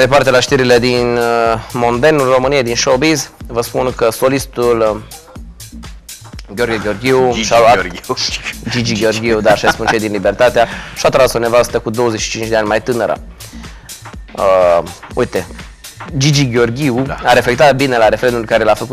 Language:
Romanian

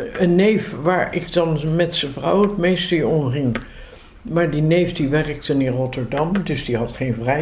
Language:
Dutch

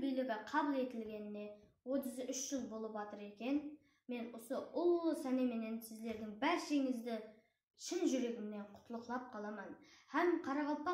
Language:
Kara-Kalpak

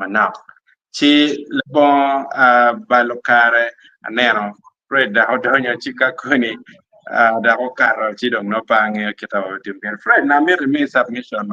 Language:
Acoli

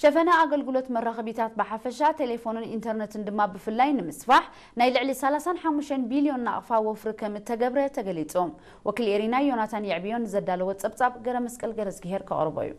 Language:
Tigrinya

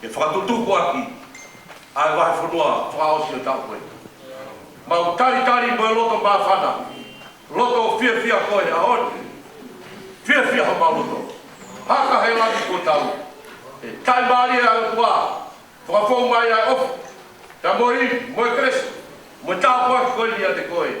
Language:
Tongan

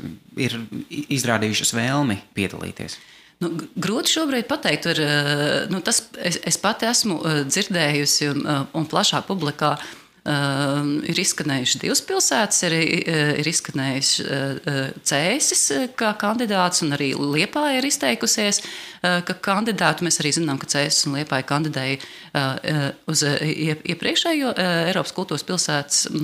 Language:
Latvian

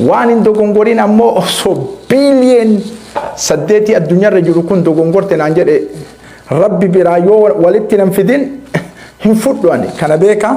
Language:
Oromo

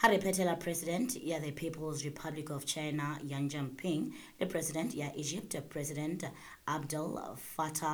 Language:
Southern Sotho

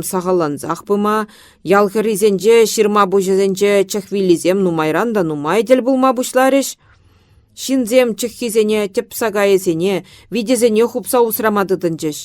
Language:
Chuvash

